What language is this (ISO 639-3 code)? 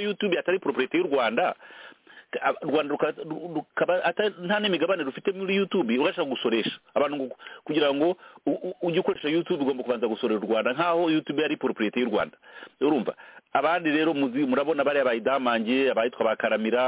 kin